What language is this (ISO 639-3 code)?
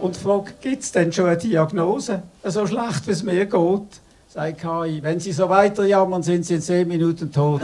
gsw